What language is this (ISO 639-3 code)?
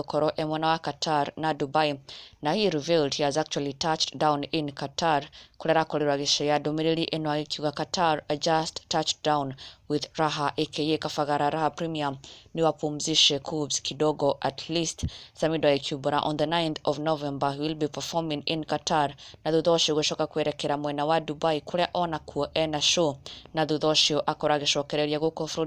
kik